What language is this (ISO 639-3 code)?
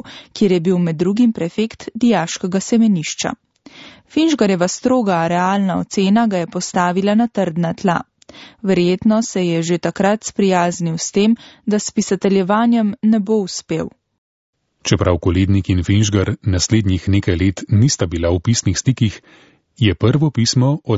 slv